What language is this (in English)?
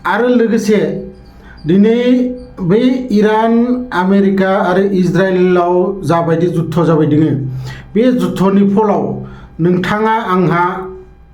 Bodo